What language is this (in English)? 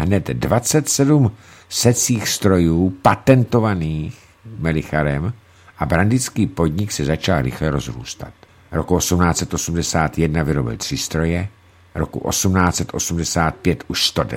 Czech